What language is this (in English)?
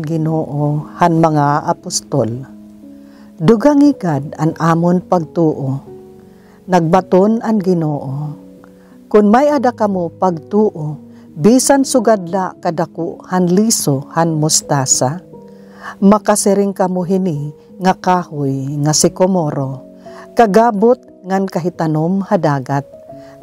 Waray